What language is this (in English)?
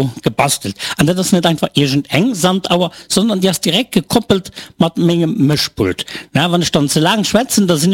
Luxembourgish